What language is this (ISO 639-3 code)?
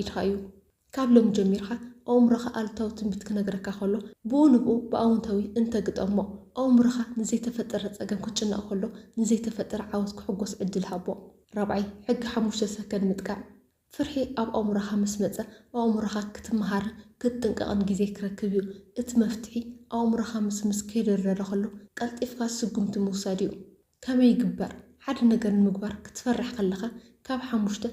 tir